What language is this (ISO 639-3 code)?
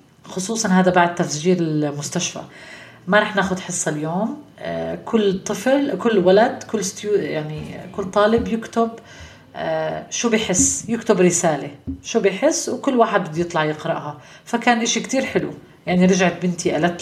apc